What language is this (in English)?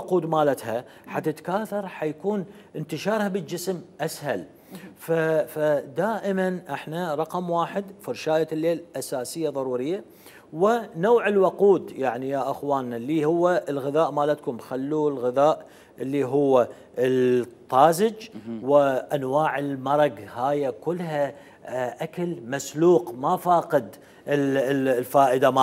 Mesopotamian Arabic